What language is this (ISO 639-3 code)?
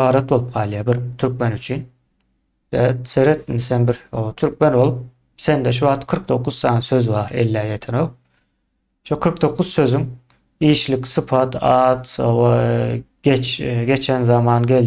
tuk